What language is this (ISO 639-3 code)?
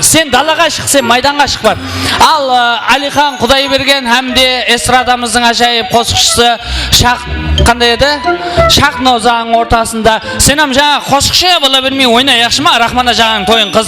kaa